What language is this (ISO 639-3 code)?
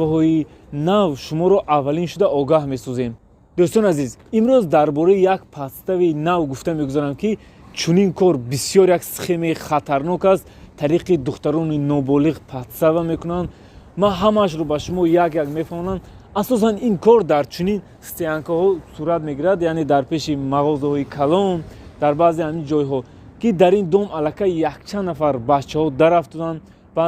tgk